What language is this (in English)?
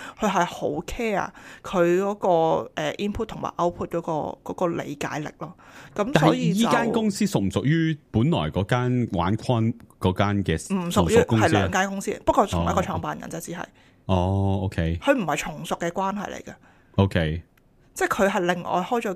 Cantonese